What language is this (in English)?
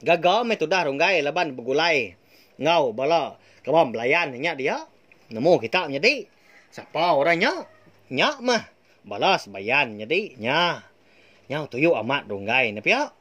Iban